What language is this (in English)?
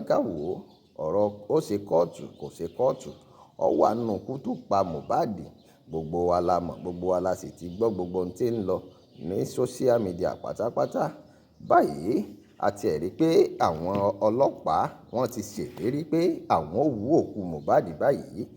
Yoruba